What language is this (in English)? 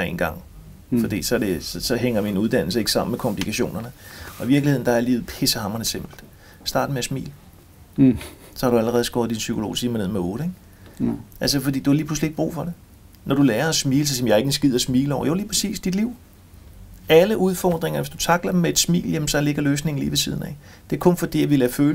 Danish